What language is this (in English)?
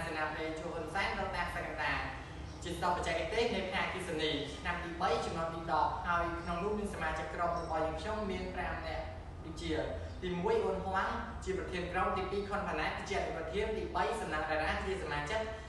Khmer